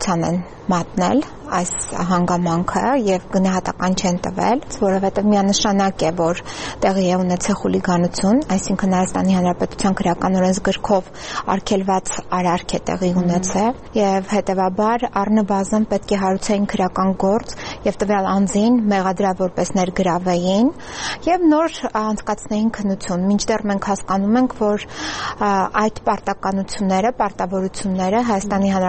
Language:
Armenian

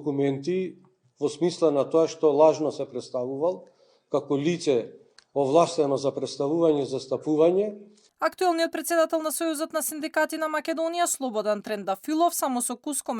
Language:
Macedonian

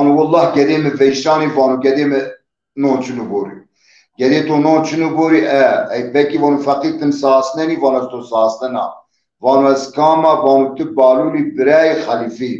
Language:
Zaza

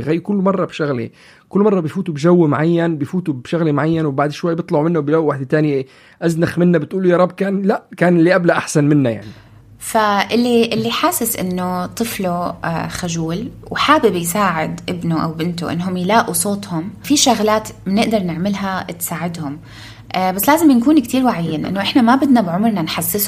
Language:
North Levantine Arabic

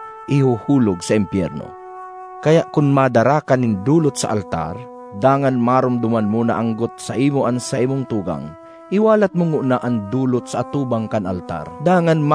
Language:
Bikol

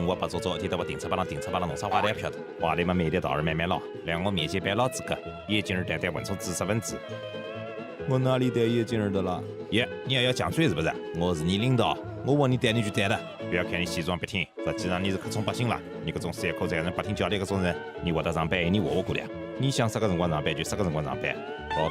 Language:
Wu Chinese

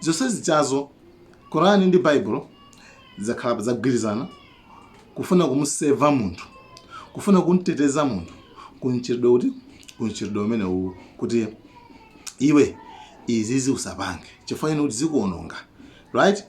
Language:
Nyanja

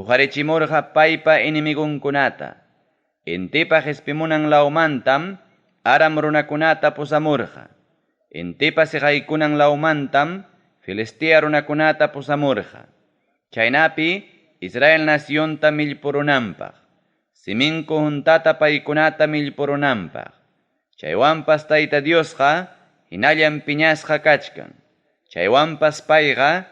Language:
Ayacucho Quechua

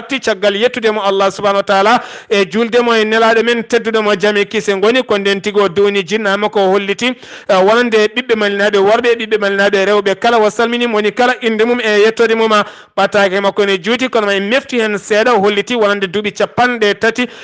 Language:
Fula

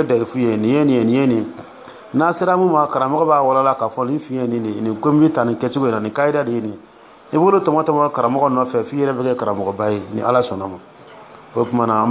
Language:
Dyula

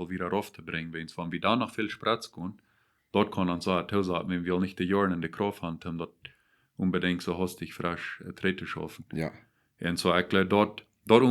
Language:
Plautdietsch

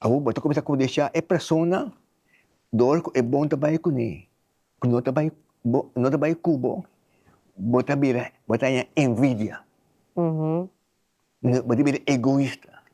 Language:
Papiamento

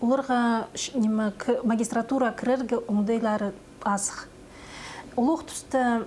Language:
Khakas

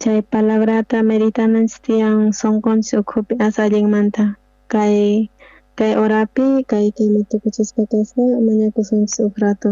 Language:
South Bolivian Quechua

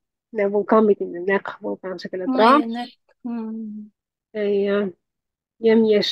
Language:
Tatar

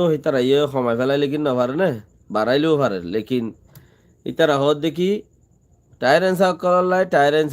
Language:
Rohingya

